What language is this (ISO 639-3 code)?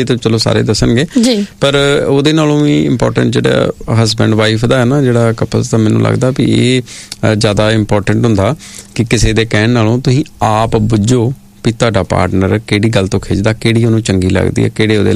pan